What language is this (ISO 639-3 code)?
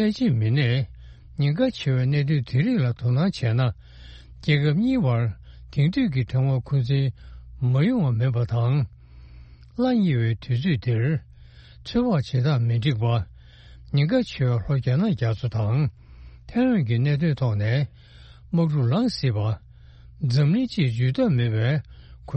bod